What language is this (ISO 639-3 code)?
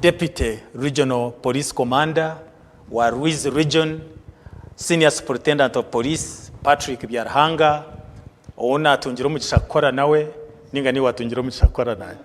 nyn